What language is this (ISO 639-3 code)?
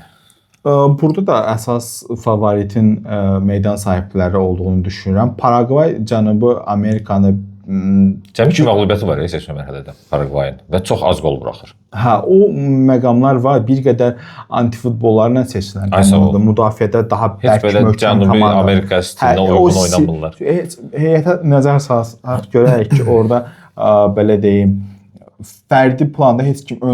aze